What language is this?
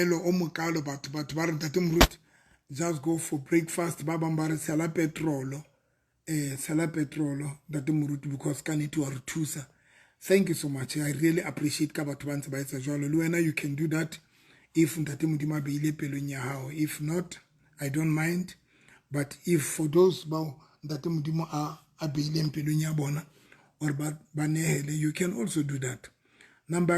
Southern Sotho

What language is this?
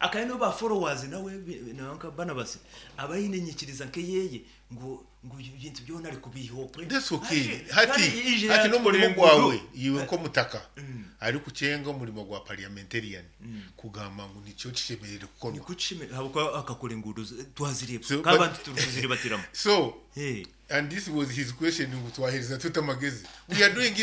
Nyoro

